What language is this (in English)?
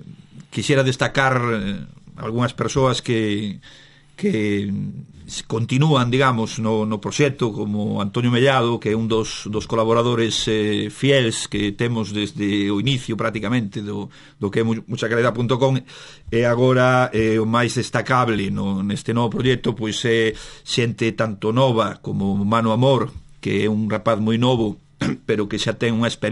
Galician